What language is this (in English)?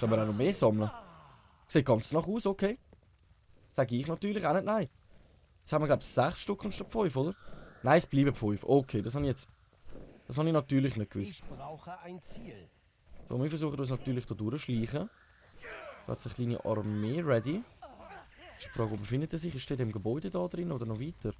Swiss German